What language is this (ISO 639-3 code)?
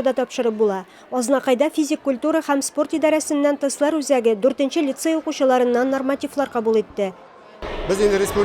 tat